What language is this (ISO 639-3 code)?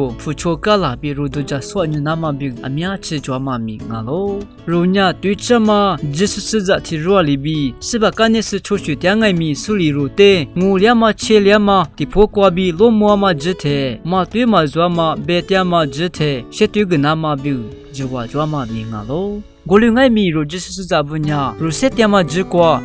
lis